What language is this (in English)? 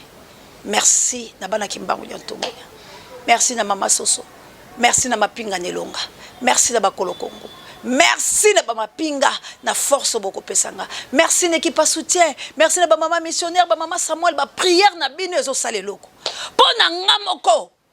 Lingala